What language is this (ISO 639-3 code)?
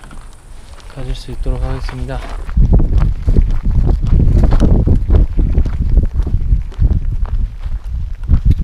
kor